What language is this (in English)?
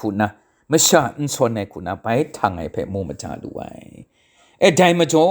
Kachin